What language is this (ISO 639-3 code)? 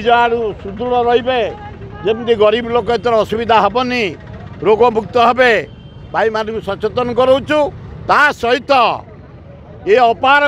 ori